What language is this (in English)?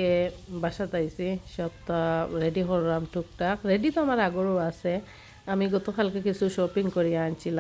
Sylheti